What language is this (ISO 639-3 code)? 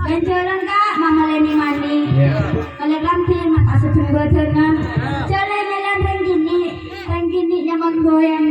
mad